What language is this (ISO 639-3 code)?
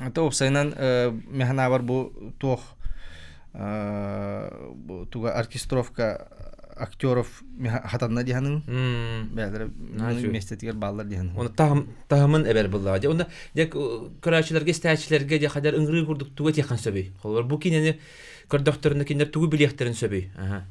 sah